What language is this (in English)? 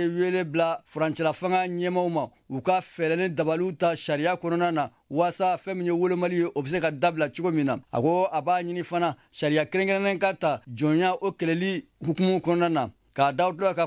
Bambara